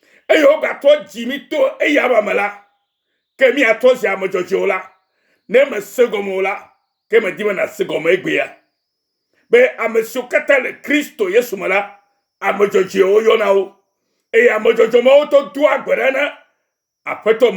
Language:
Ewe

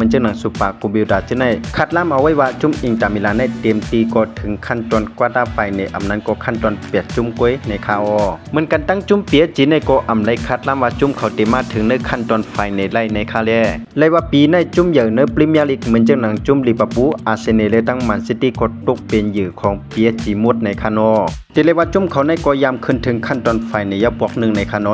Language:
Shan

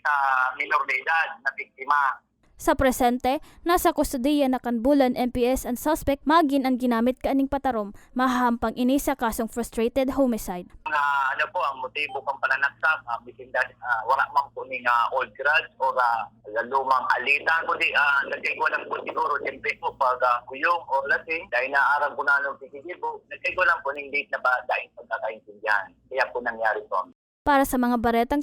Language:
Bikol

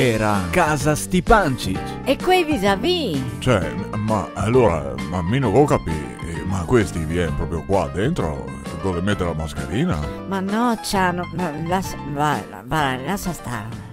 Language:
Venetian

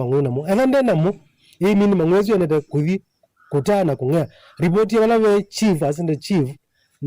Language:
Kamba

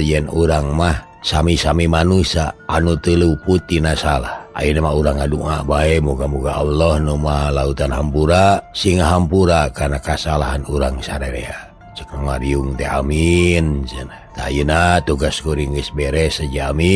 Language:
Sundanese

